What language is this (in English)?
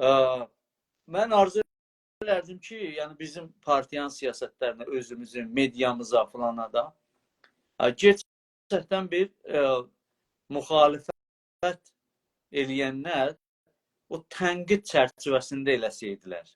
South Azerbaijani